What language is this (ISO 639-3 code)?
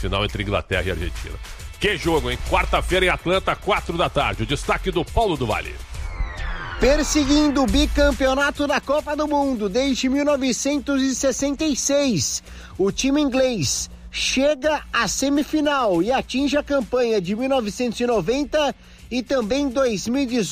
por